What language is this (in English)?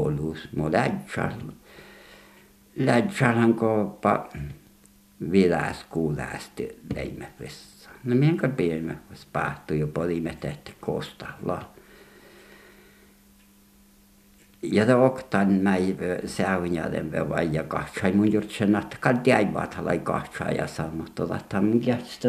Finnish